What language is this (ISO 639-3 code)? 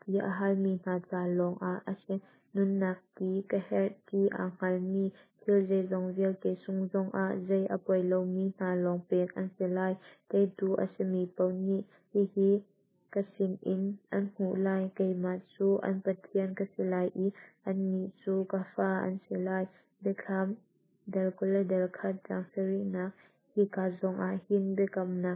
cnh